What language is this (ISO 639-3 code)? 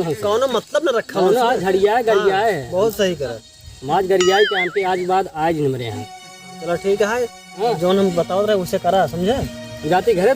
awa